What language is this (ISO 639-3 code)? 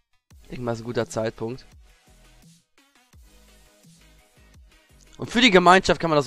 deu